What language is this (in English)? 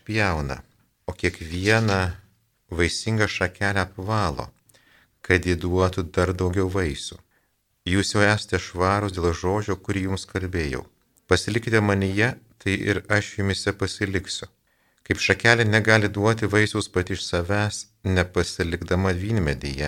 Lithuanian